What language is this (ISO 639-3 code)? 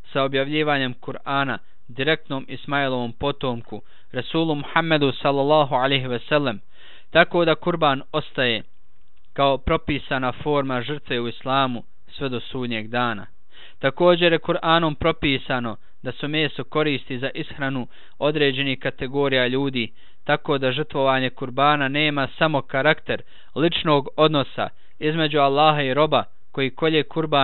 bos